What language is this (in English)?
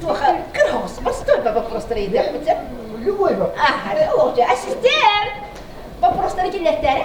Yakut